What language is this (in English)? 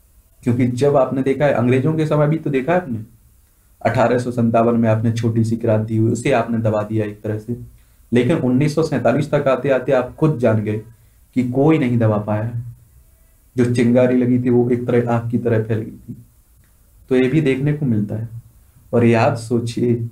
Hindi